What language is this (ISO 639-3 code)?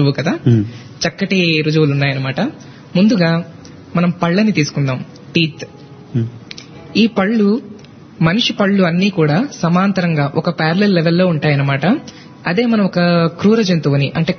tel